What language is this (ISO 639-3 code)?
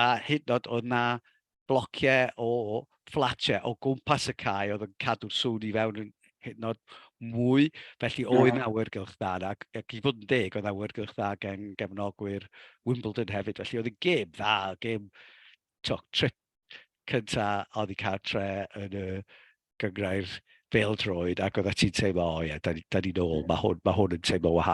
cym